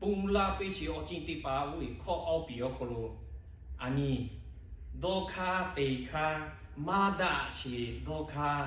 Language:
Lahu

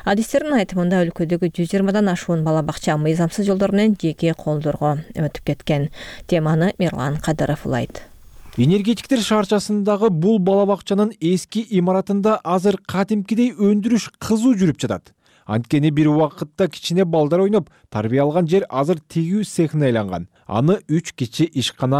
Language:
Kyrgyz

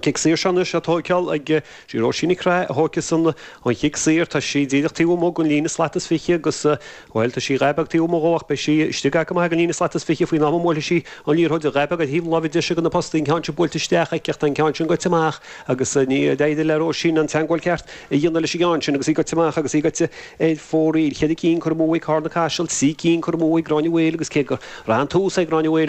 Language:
Irish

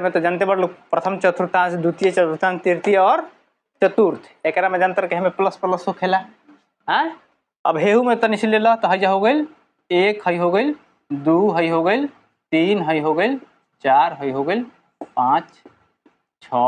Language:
Bhojpuri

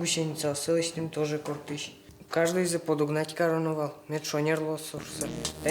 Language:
Udmurt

